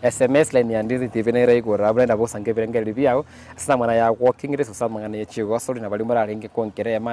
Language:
Gusii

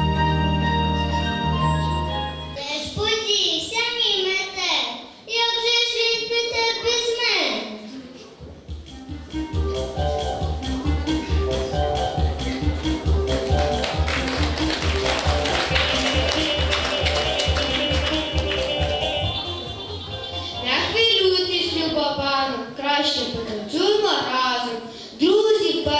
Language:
Ukrainian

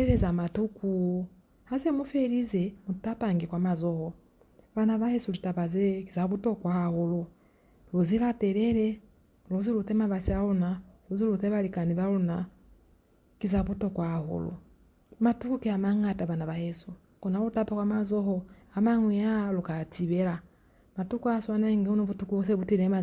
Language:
Lozi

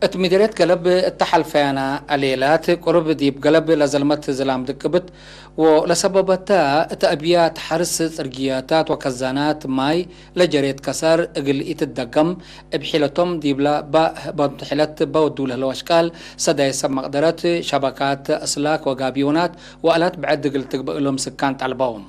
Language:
Tigre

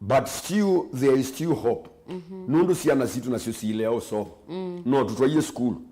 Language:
Kamba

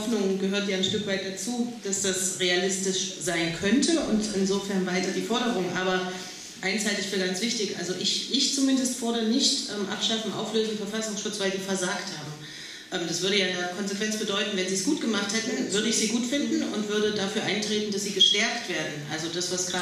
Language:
German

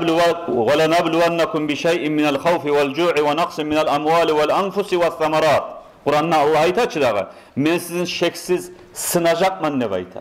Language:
Kumyk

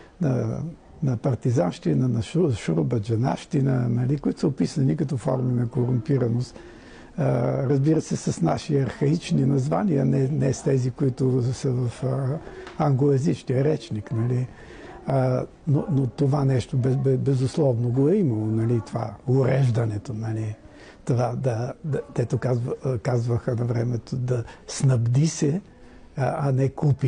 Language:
Bulgarian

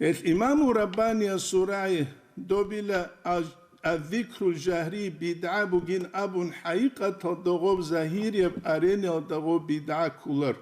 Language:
Avaric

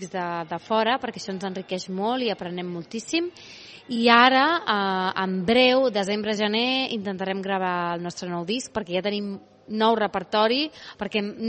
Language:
Catalan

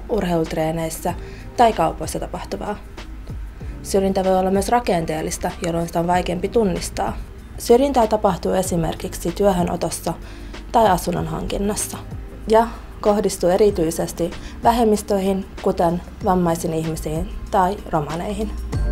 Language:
Finnish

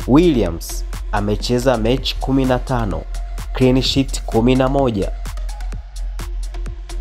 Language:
Swahili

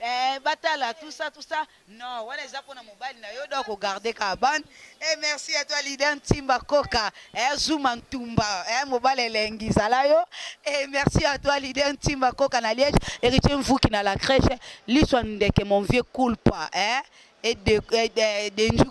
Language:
Lingala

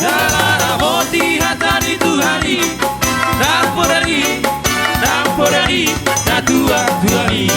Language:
Batak Toba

